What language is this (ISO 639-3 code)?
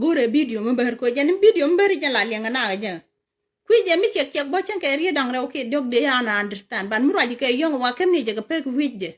nus